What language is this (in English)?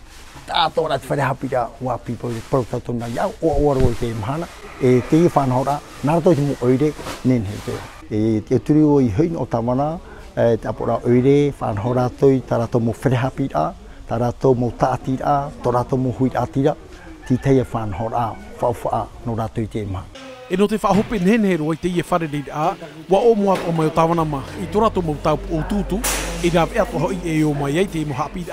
Tahitian